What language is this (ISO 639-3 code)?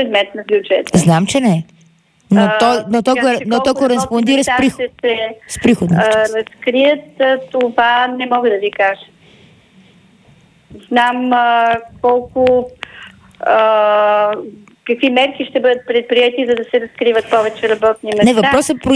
bul